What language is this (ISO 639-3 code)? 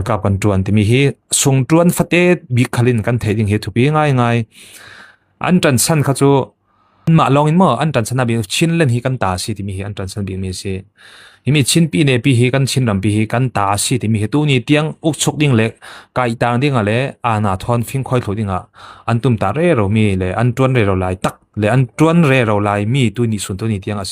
cfm